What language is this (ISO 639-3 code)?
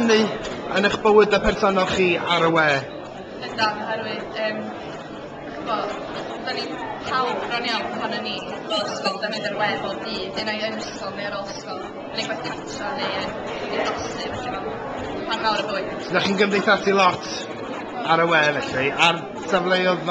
cym